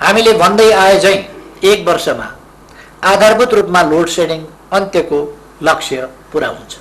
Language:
Nepali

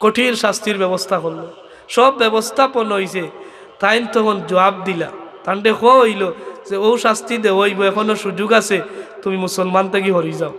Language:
Sylheti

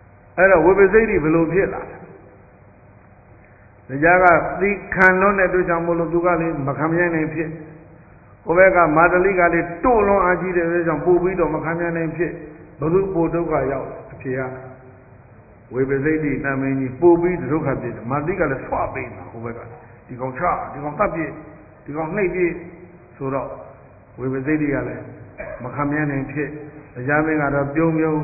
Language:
Burmese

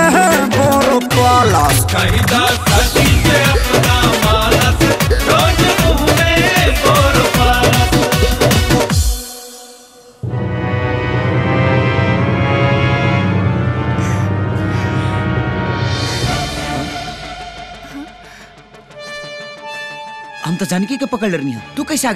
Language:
Bhojpuri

